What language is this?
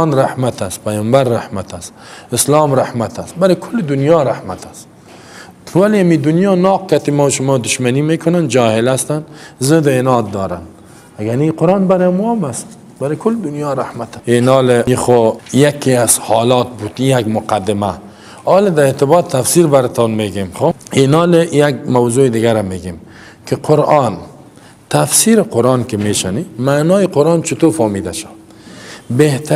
Persian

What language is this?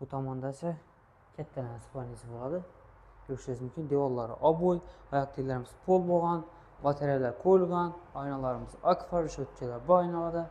Uzbek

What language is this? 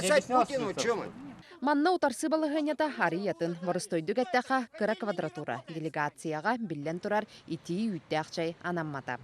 Yakut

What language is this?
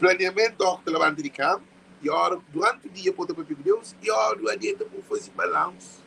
Kabuverdianu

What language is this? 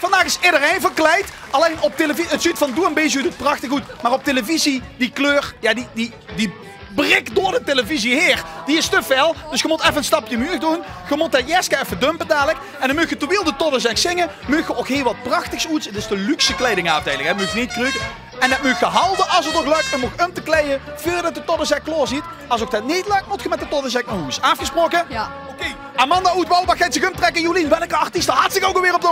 Limburgish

